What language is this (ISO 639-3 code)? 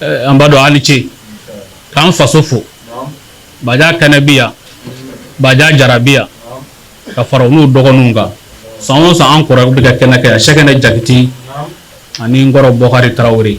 bam